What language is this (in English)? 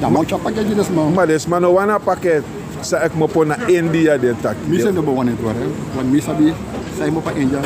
Sranan Tongo